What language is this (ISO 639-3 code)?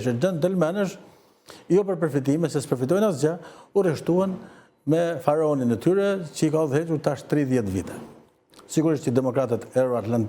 sqi